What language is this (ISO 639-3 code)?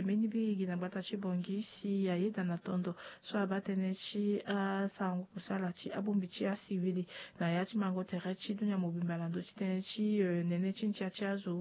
sag